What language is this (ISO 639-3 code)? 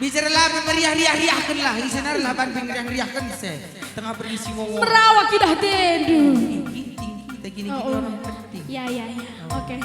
btx